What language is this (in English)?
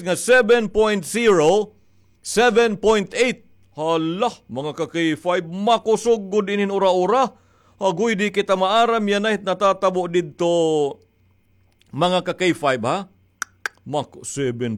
Waray